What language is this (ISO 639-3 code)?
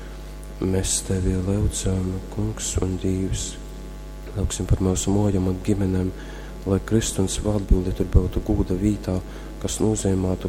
ltg